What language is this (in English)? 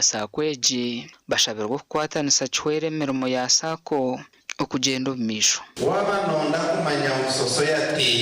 Nyankole